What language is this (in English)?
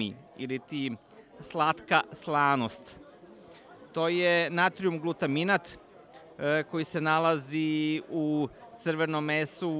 Serbian